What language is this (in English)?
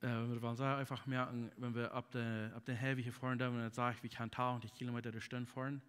Plautdietsch